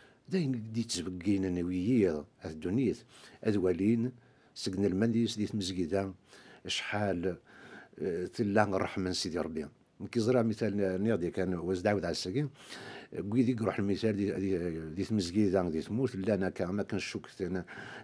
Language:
Kabyle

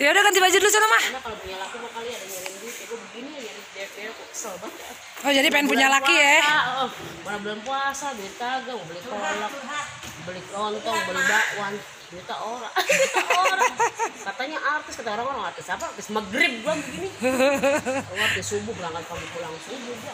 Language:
Betawi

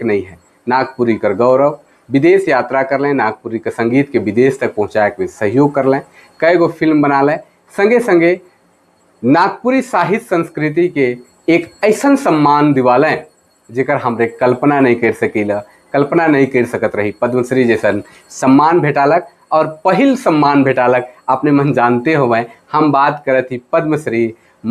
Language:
Sadri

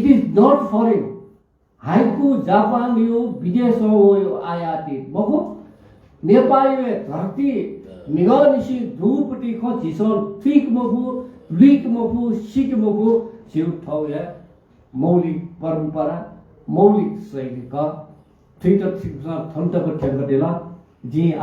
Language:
Newari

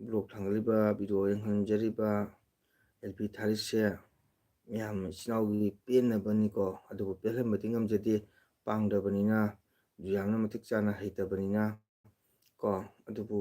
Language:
Manipuri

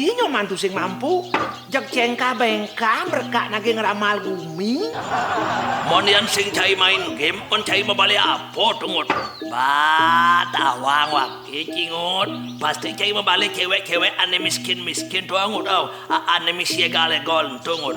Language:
Balinese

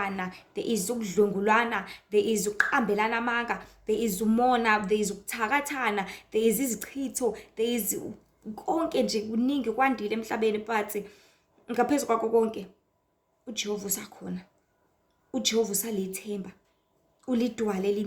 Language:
Zulu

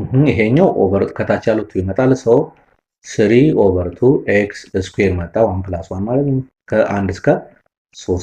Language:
Amharic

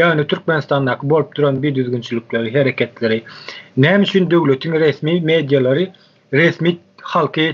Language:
Turkmen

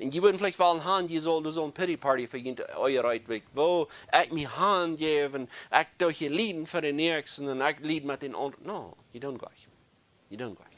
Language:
Plautdietsch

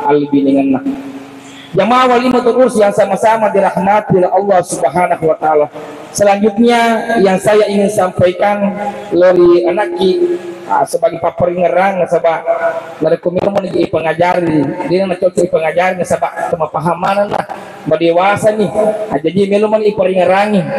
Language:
Buginese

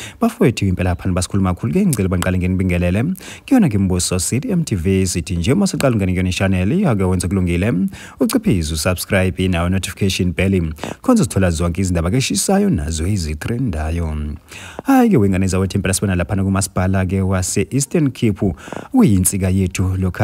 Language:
Zulu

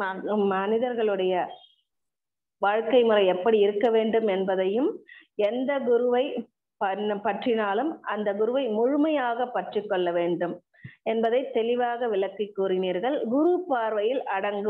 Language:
Tamil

